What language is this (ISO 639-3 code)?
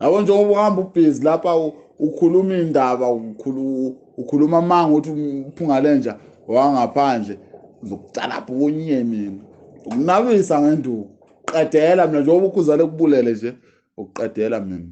zul